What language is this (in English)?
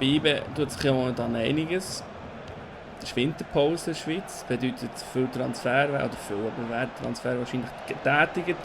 Swiss German